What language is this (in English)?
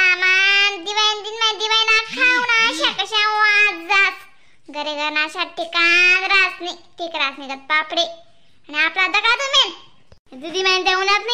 Khandesi